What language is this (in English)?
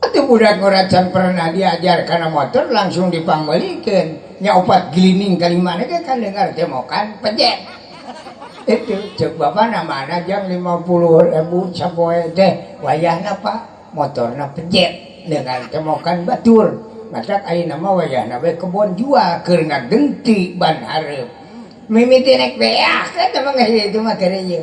Sundanese